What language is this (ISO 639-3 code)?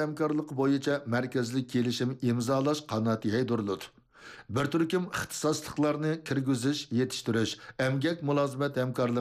uig